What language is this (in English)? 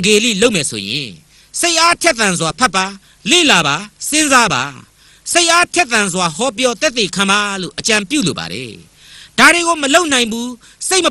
Burmese